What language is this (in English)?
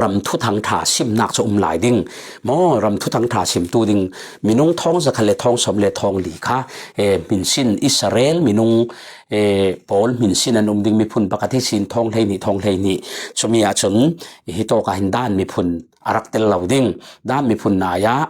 Falam Chin